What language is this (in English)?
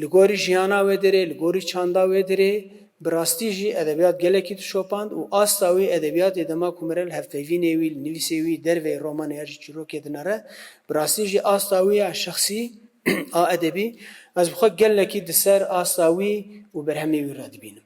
Kurdish